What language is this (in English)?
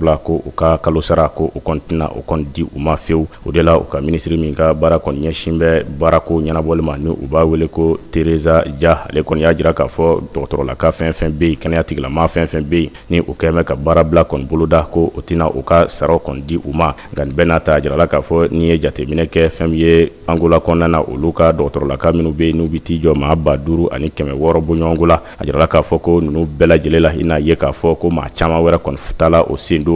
Bambara